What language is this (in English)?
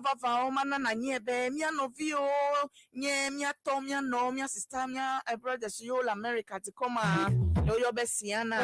Ewe